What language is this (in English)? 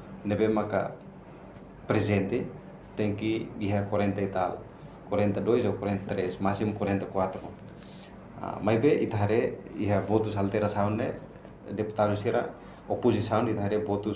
Tetum